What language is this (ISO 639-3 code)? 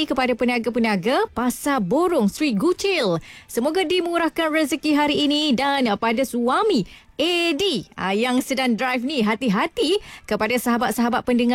msa